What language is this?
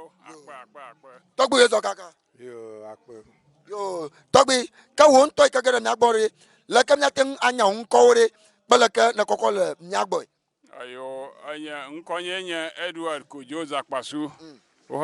Ewe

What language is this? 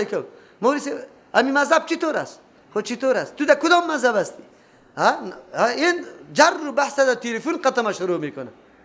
Persian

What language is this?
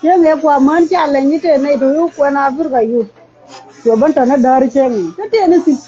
Nuer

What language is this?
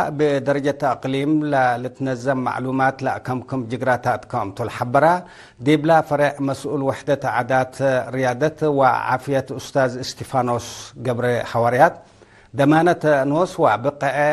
Tigre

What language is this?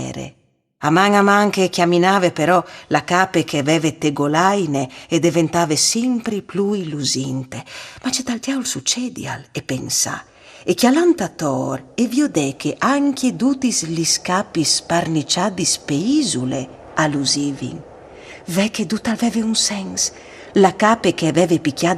Friulian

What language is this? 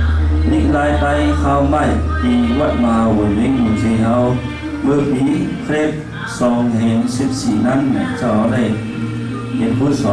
Shan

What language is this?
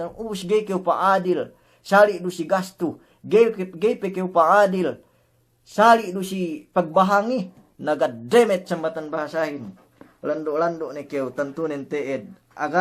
Yakan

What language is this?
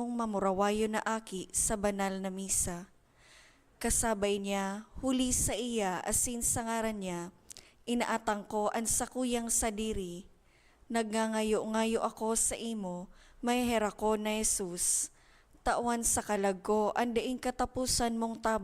Bikol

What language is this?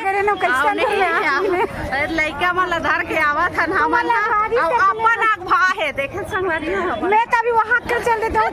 Chhattisgarhi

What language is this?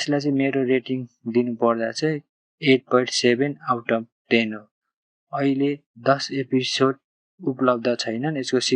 Nepali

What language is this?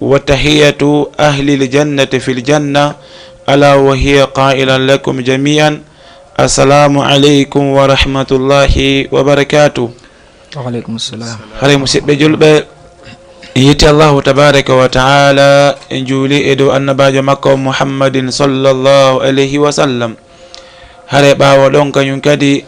Fula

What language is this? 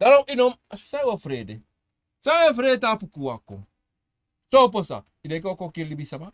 Sranan Tongo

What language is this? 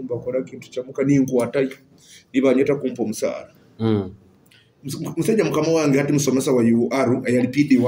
Nyoro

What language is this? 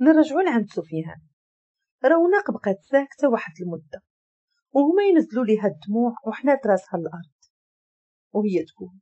Moroccan Arabic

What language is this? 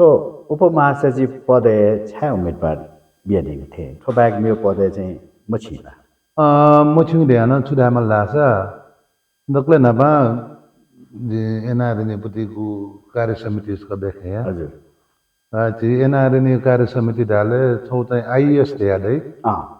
Newari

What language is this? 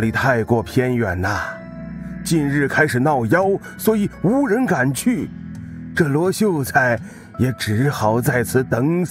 Chinese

